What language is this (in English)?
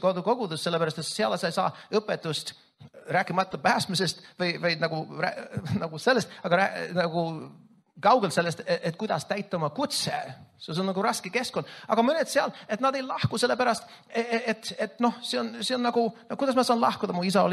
Estonian